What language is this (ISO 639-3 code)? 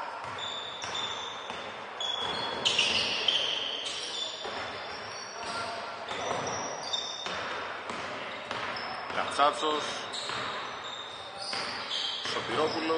ell